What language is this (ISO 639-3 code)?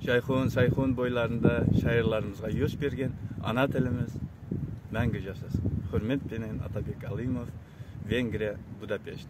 kaa